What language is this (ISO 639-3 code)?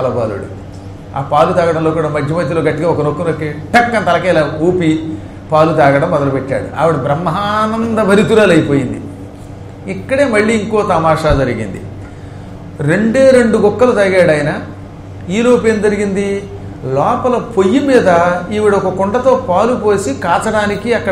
tel